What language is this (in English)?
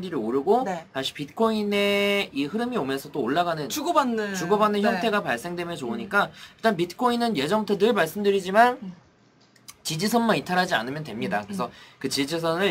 Korean